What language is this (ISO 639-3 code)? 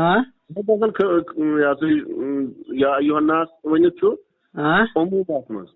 kas